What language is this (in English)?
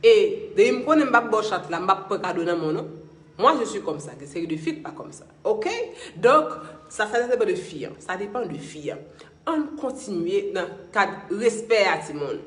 Haitian Creole